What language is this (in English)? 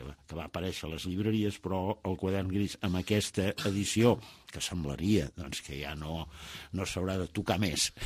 Catalan